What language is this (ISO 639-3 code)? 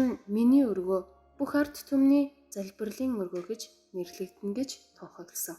mon